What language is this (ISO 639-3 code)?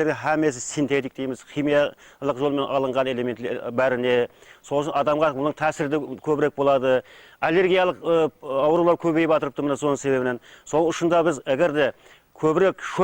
kaa